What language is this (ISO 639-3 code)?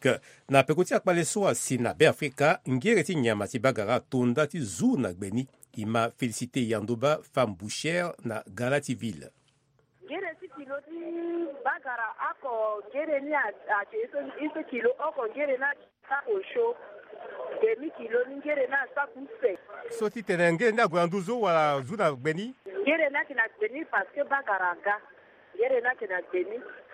sag